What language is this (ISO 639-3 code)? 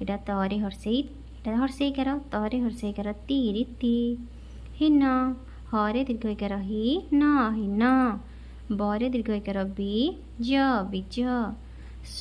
ori